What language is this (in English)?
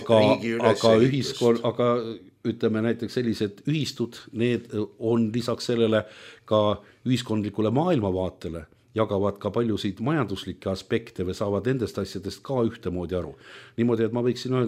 Estonian